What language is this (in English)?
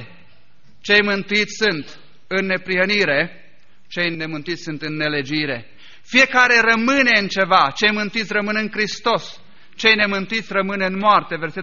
Romanian